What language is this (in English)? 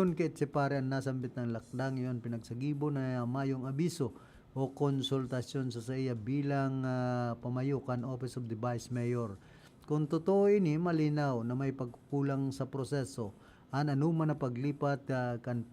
Bikol